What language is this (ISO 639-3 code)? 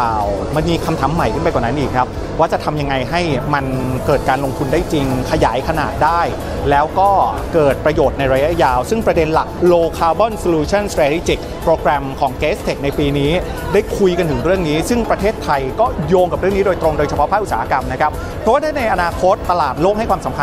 tha